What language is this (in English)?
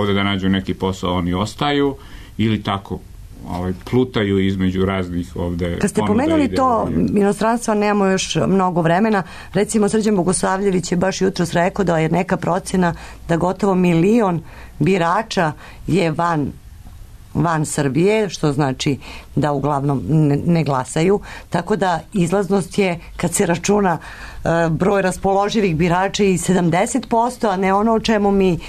Serbian